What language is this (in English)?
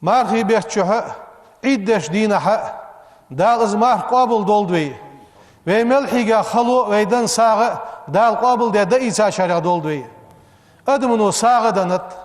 Ingush